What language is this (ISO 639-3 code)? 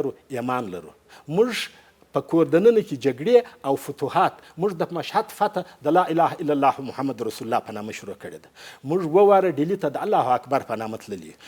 pus